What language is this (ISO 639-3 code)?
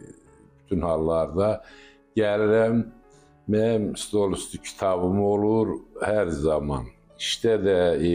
aze